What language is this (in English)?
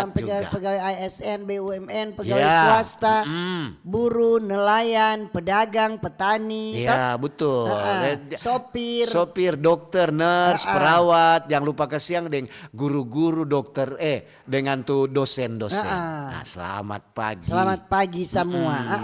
Manado Malay